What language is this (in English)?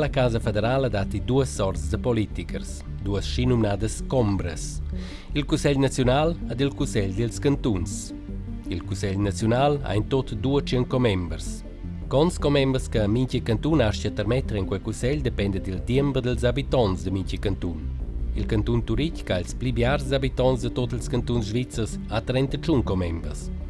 Romansh